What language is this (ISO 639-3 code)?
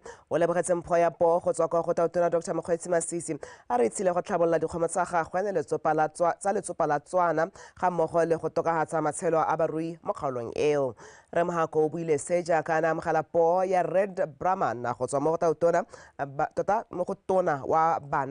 tsn